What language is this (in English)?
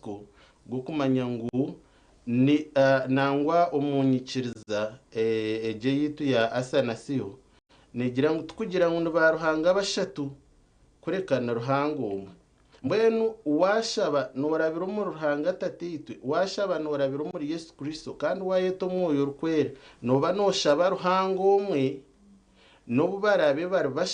Nyankole